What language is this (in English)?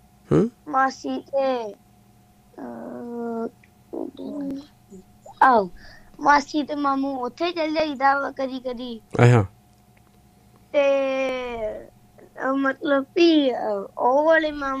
Punjabi